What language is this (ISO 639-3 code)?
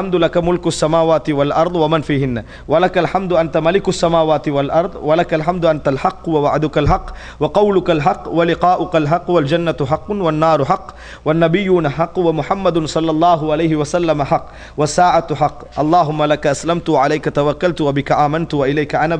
tam